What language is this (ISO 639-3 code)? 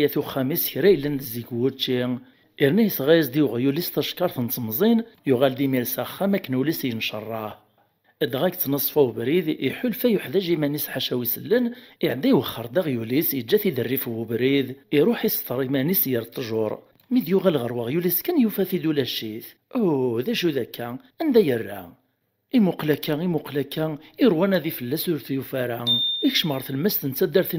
kab